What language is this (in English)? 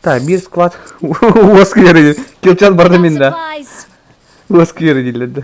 Yakut